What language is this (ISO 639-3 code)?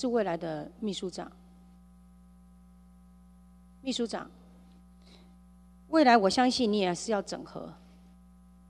zho